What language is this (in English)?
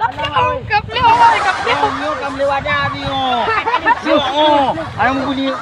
Achinese